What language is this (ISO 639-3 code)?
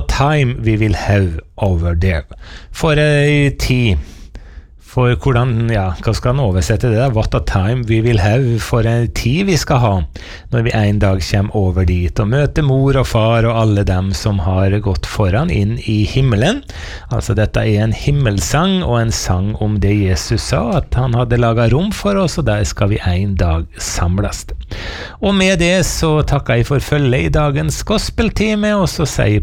nor